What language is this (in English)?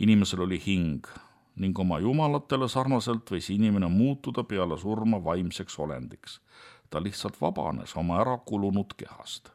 Estonian